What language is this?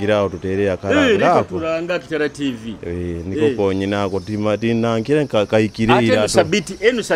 Nyoro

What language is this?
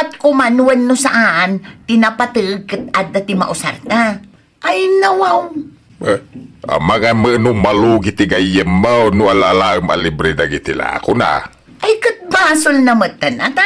Iloko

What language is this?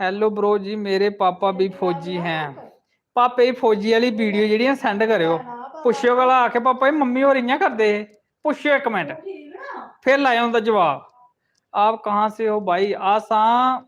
Dogri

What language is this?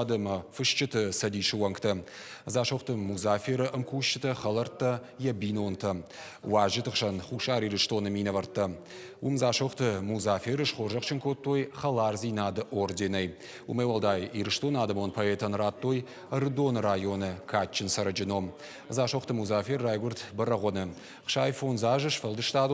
Ossetic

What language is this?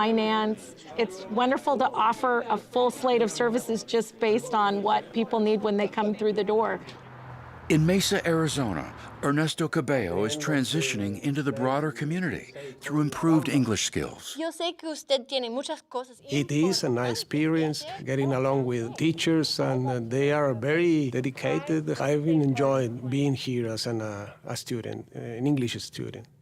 Tahitian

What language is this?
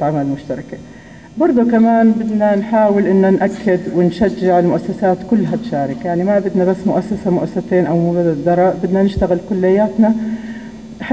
North Levantine Arabic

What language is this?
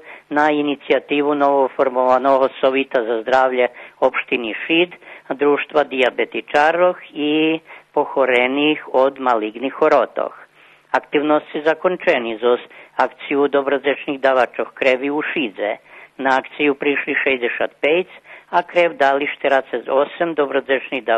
Rusyn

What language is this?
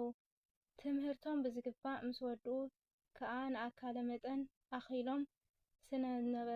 Tigrinya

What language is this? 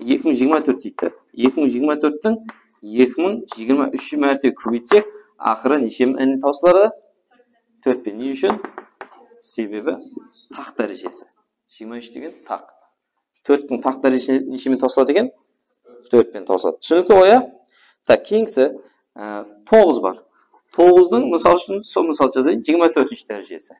Kara-Kalpak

